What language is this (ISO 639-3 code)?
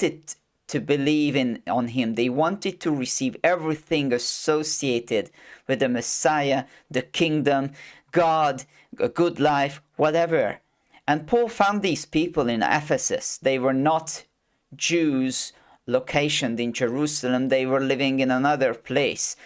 eng